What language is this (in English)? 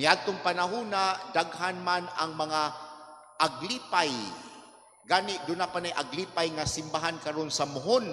Cebuano